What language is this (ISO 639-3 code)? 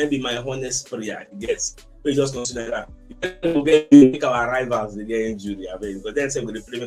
pcm